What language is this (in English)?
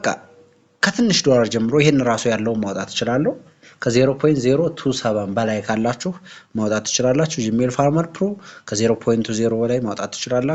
Amharic